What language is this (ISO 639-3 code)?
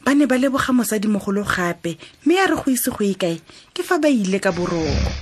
tsn